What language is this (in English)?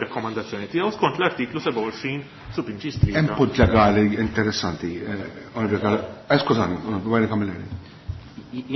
Maltese